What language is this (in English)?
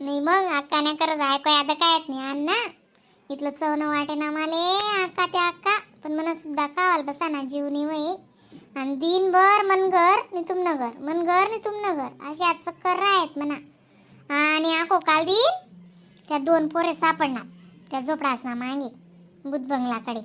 Khandesi